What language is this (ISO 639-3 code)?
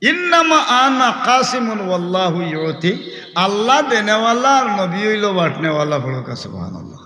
syl